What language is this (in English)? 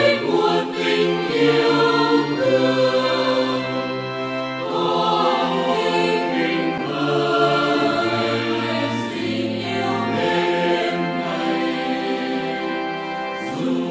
Vietnamese